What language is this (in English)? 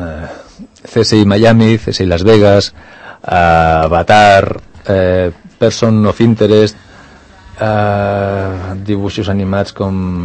Catalan